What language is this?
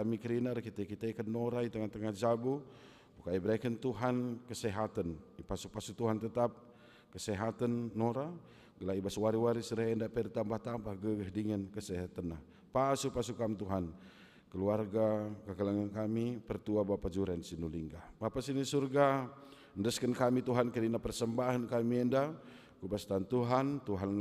Batak Karo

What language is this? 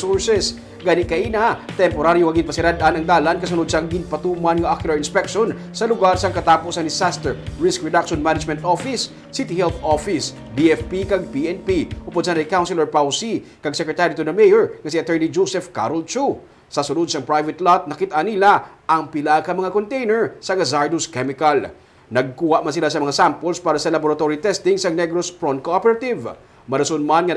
Hiligaynon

